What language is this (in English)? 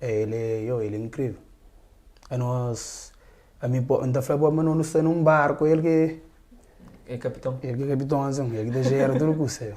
Kabuverdianu